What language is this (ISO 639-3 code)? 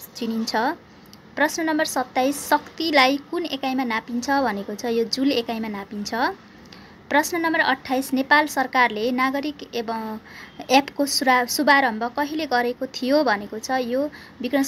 nep